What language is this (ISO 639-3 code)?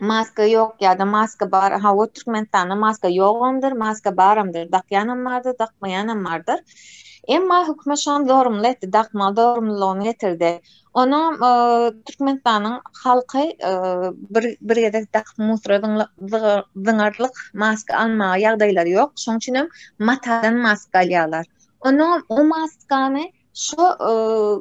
tuk